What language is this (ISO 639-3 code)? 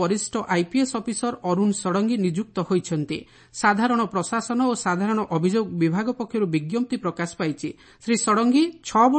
ori